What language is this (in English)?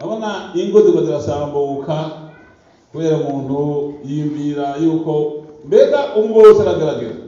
Rundi